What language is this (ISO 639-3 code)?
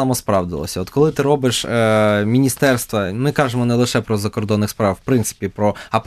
ukr